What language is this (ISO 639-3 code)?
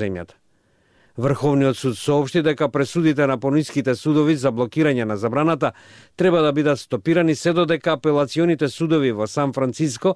mkd